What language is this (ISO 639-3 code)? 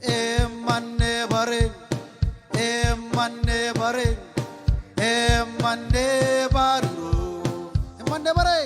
mah